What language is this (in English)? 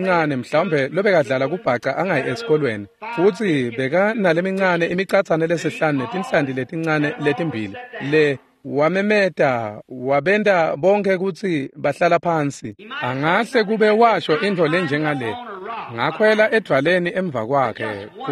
Swati